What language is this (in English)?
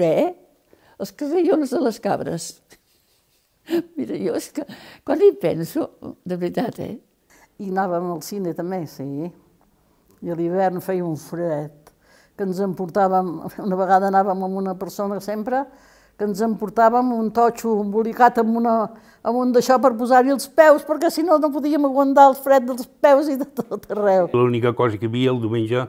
Catalan